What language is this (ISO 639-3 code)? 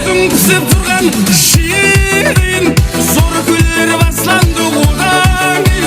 kaa